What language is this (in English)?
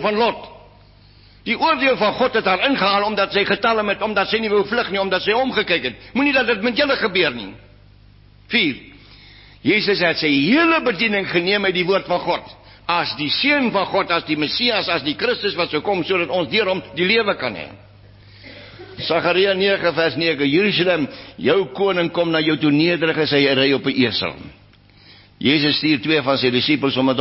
Afrikaans